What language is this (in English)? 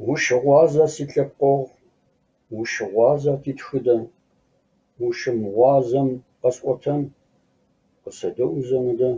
Kabardian